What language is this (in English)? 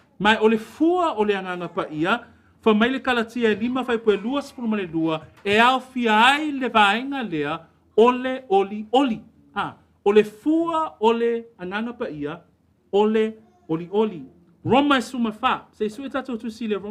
Samoan